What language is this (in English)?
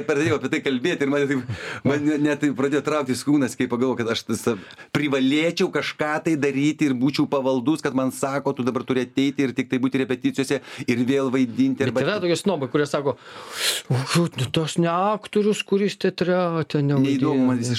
Lithuanian